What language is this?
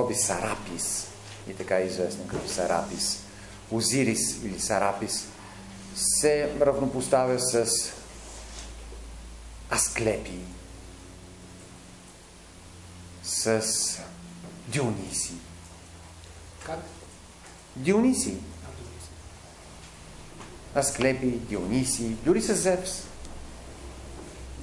Bulgarian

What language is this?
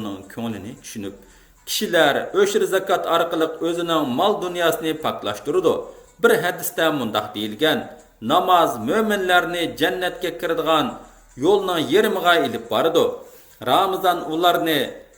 Uyghur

